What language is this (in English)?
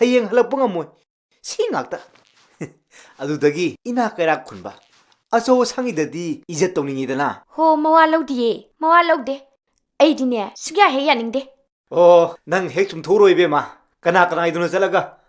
Manipuri